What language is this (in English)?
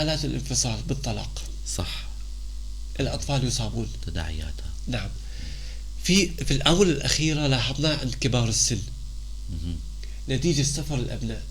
North Levantine Arabic